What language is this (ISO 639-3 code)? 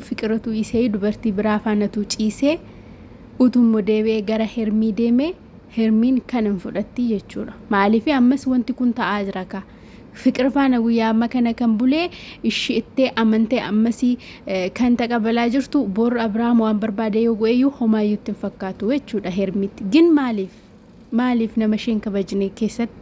orm